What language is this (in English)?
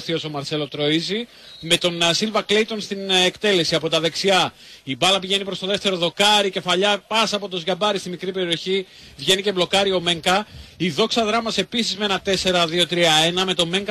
Greek